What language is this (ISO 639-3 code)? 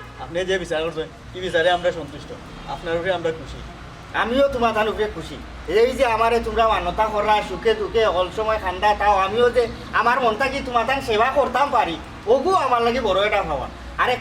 syl